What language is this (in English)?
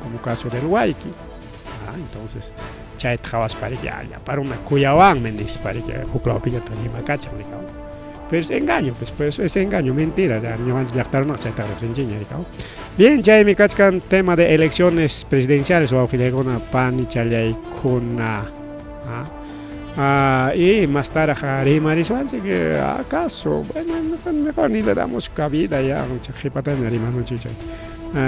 Ayacucho Quechua